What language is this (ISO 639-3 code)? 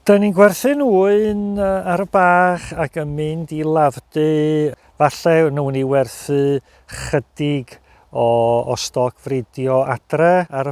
cym